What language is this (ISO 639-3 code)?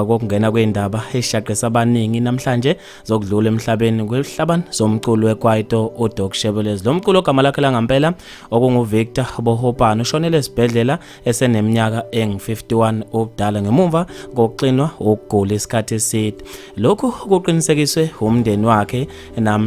zul